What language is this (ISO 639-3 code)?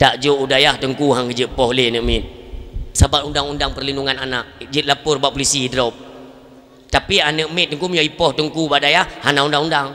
ace